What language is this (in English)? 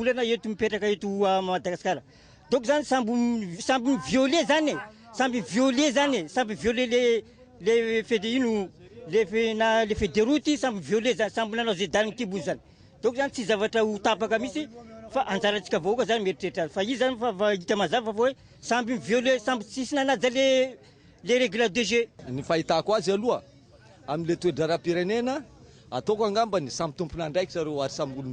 Malagasy